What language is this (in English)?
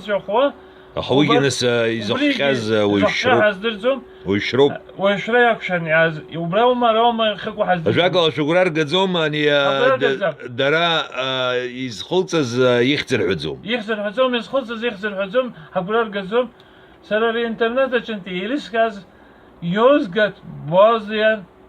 Abkhazian